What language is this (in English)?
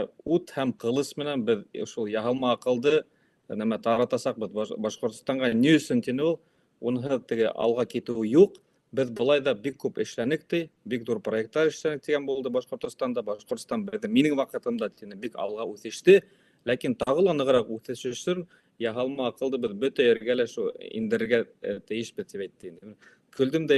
Bashkir